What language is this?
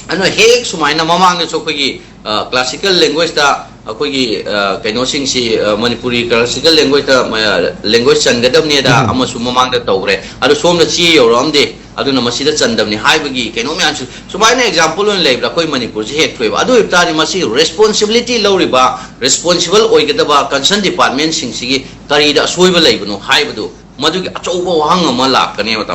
Manipuri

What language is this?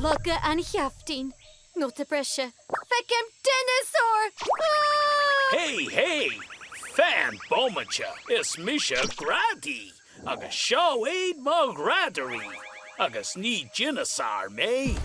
Irish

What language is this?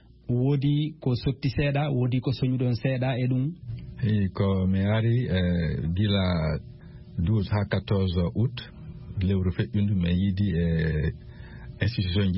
Fula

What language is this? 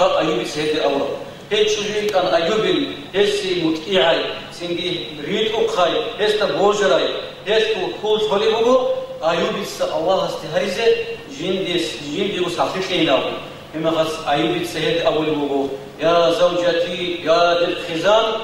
Avaric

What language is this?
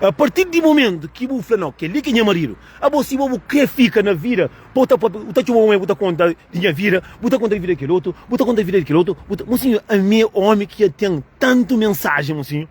Kabuverdianu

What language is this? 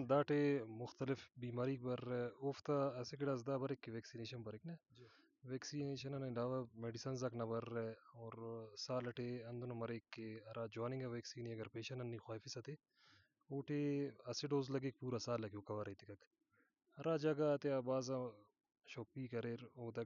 Brahui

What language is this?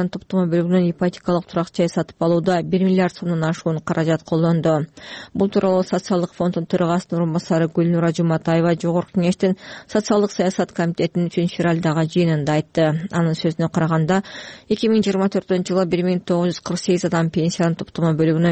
Kyrgyz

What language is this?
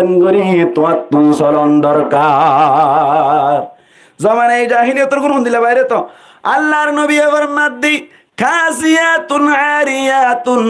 Rohingya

